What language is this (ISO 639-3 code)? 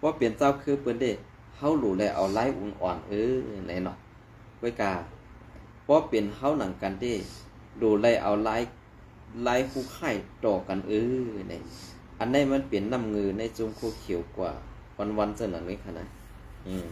shn